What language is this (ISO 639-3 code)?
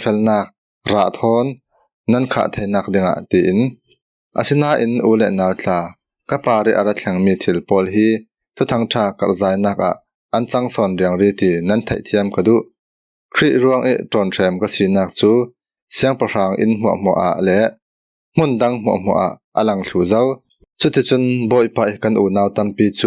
cfm